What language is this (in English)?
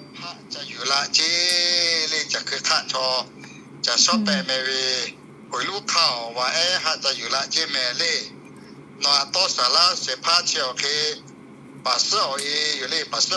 Lahu